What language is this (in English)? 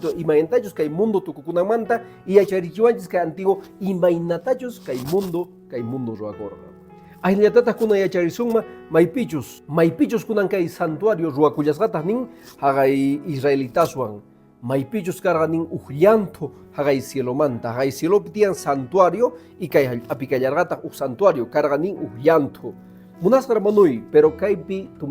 Quechua